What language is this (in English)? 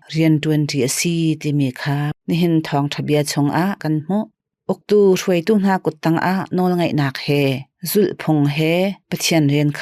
Hakha Chin